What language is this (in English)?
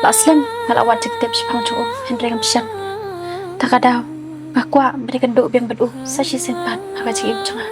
Khasi